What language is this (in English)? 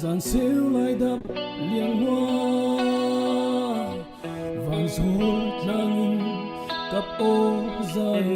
Falam Chin